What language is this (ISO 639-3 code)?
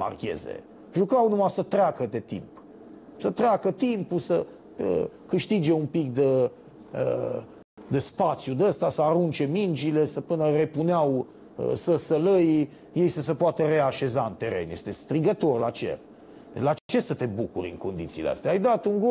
ron